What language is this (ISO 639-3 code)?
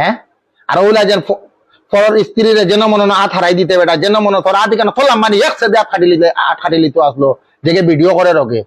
syl